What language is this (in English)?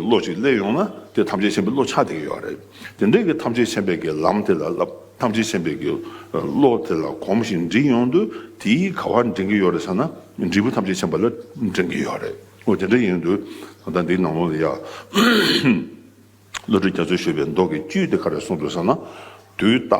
Tibetan